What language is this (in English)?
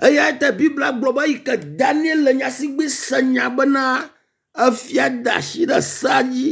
Ewe